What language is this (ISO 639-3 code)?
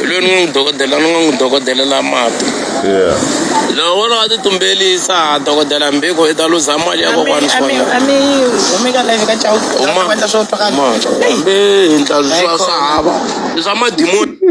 tso